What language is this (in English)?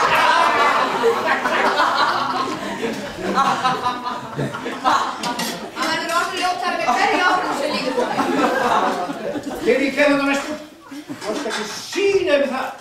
Icelandic